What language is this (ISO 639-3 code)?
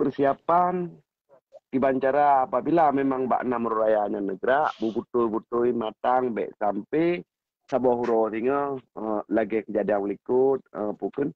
ace